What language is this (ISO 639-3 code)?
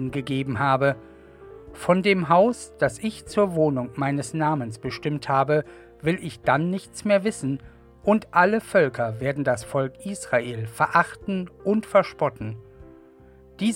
deu